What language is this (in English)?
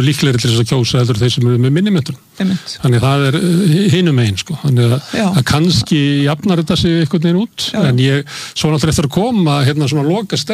Icelandic